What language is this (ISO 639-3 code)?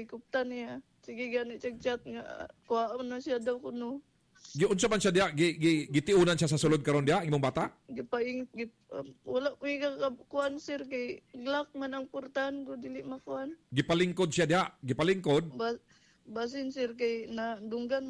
ceb